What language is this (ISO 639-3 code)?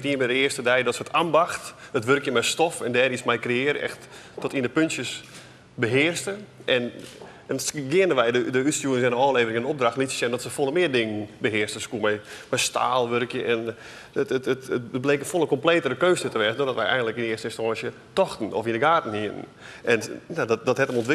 fry